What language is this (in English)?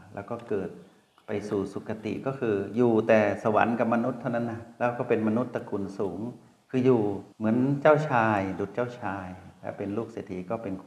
Thai